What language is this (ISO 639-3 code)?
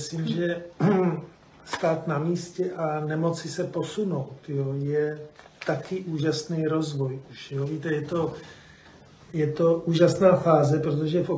ces